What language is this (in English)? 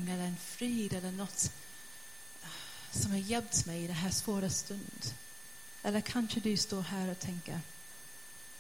Swedish